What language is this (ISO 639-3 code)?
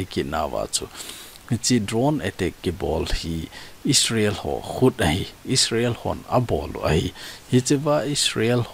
tcz